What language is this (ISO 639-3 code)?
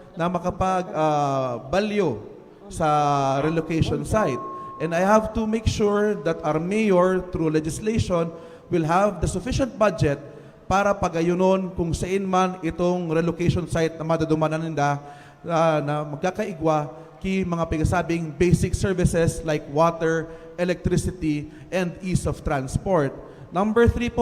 bik